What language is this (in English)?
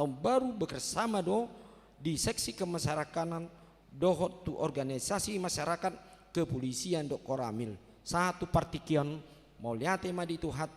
Batak Toba